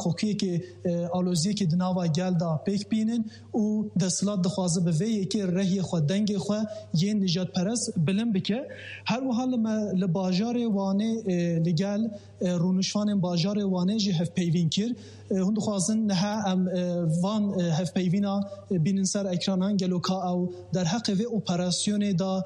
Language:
Kurdish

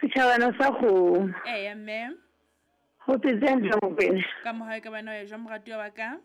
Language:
Southern Sotho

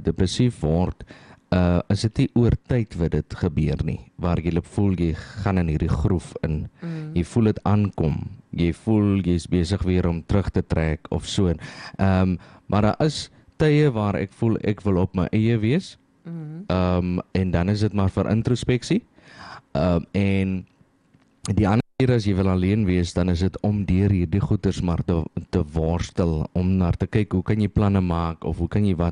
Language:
Afrikaans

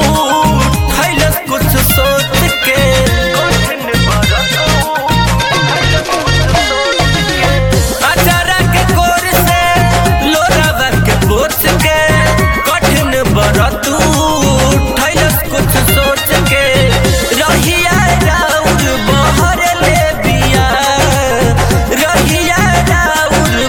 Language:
Bhojpuri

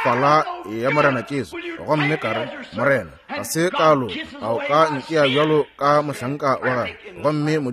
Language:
Northern Sotho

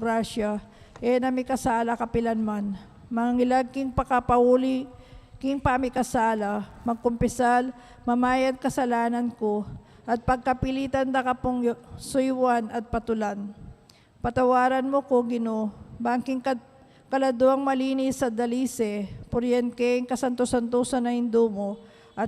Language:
Pampanga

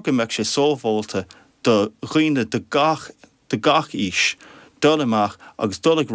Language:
Irish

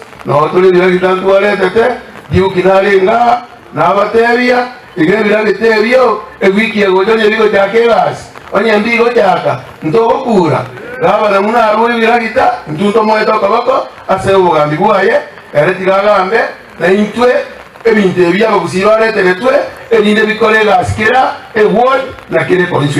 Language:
Gusii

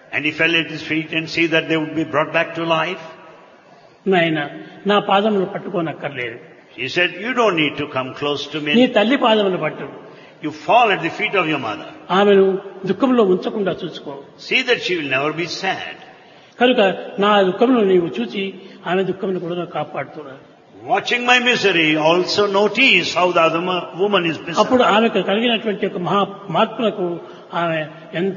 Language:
Telugu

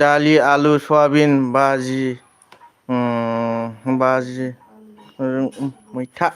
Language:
Bodo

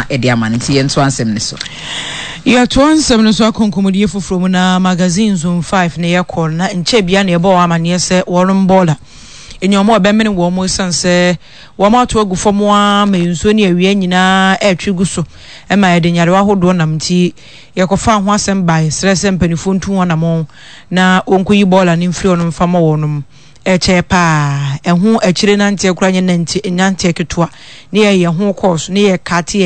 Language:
Akan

